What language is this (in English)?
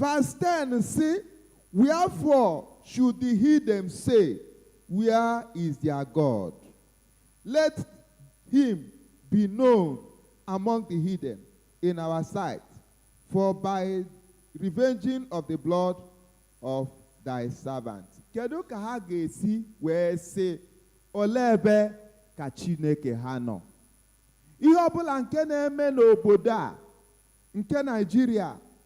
Igbo